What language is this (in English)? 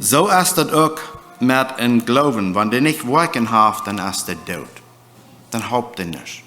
Plautdietsch